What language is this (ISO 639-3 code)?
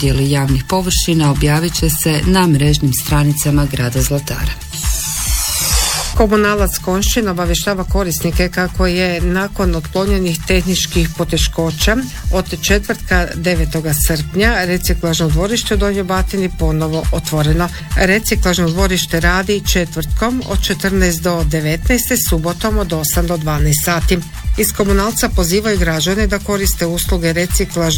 hrv